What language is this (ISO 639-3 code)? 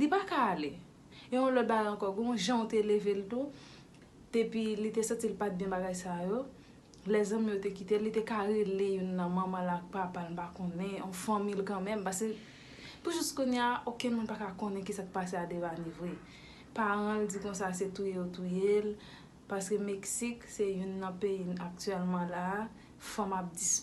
hat